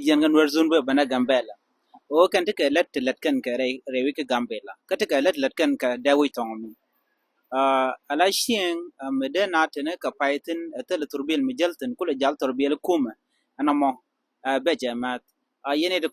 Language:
Nuer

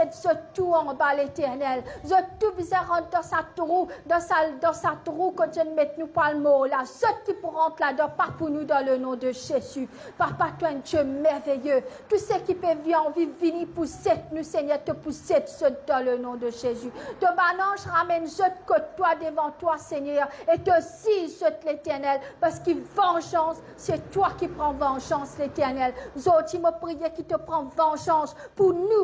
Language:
Morisyen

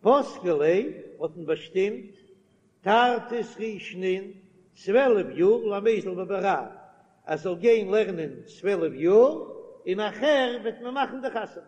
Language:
Yiddish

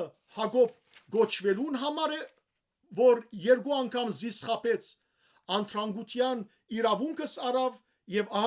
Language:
Western Armenian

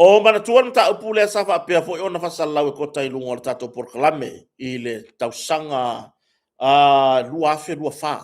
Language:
Samoan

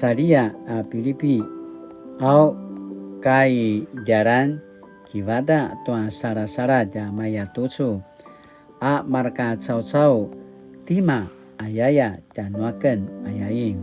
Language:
Paiwan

